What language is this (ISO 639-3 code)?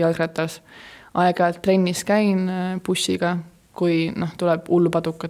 est